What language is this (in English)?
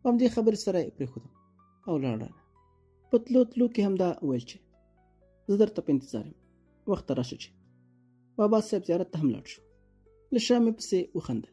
Pashto